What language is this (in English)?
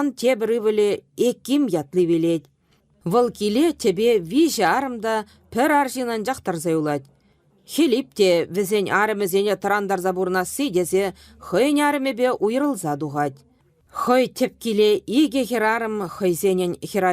Chuvash